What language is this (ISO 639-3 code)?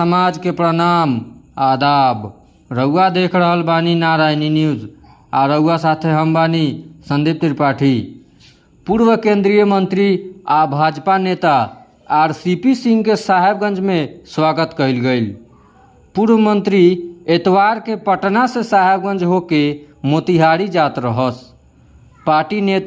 bho